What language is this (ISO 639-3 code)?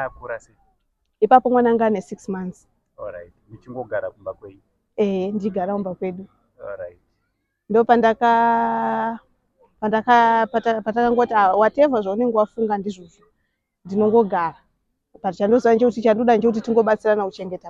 sna